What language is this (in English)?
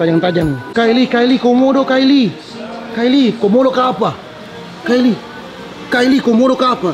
Manado Malay